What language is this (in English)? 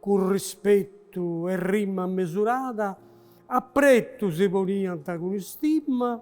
Sardinian